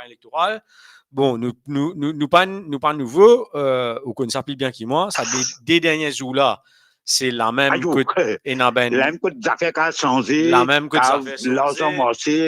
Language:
Morisyen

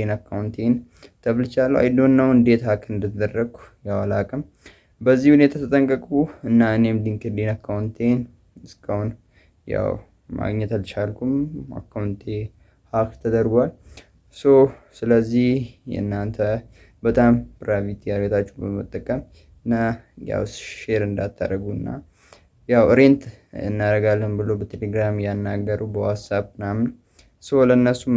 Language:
Amharic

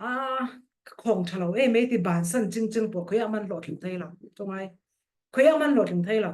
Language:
Falam Chin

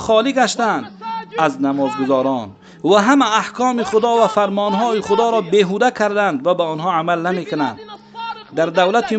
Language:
Tajik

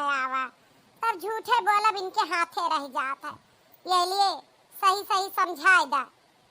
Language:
Awadhi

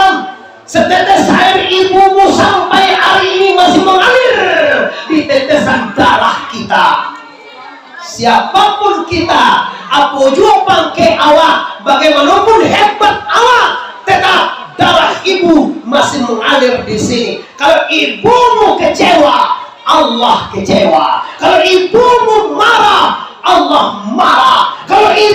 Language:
Minangkabau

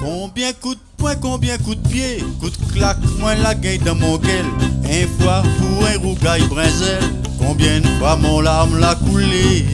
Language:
Réunion Creole French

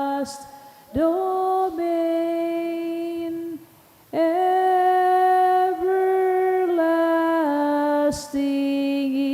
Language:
Bikol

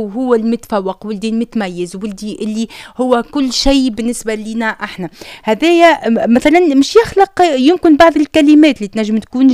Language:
Tunisian Arabic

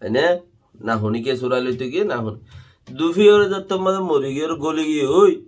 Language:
Rohingya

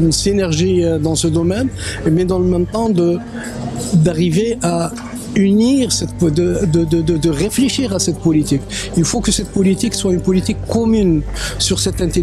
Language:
French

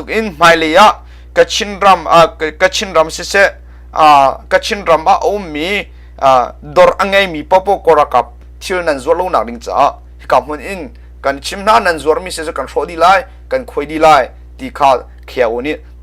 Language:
Hakha Chin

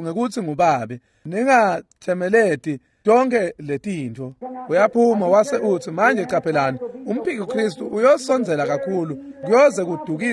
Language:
Swati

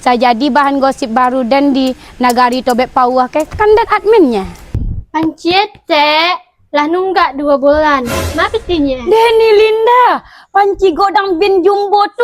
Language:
Minangkabau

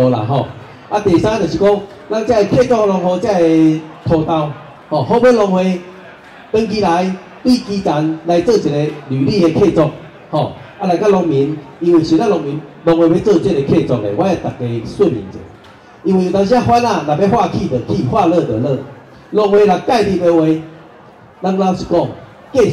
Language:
Min Nan Chinese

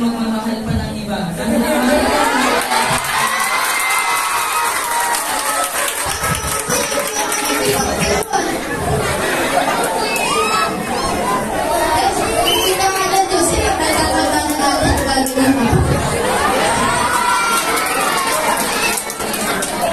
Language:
Filipino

